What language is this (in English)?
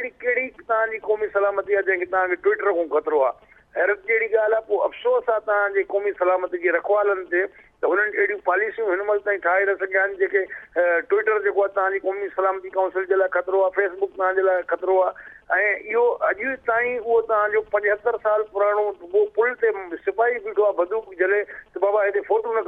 Sindhi